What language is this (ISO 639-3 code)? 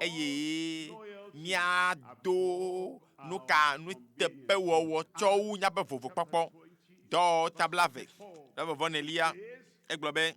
ewe